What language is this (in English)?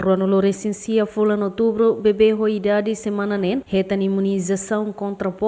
Tetum